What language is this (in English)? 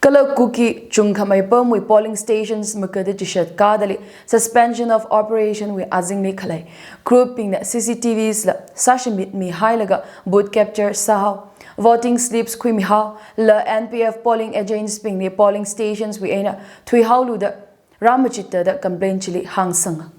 Tangkhul Naga (India)